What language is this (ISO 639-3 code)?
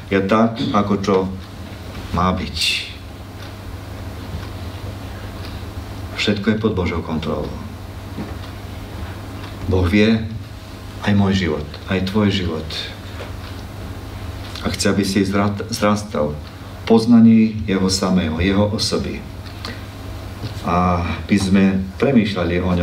slk